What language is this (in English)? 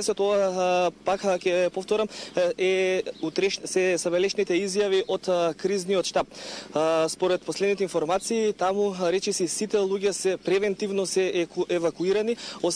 Macedonian